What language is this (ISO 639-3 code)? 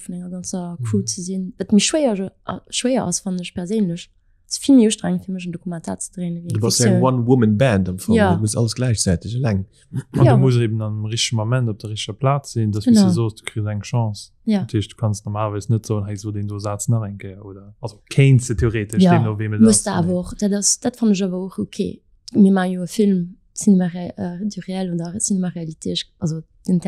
ltz